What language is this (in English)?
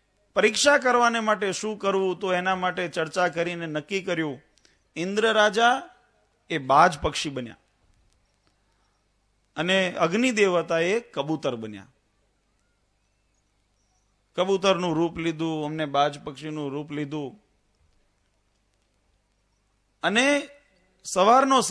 Gujarati